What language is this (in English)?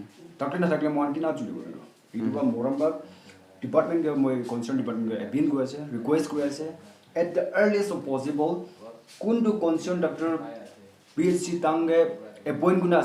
Naga Pidgin